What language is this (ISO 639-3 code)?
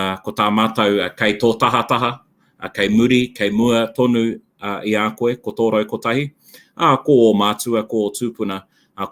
mri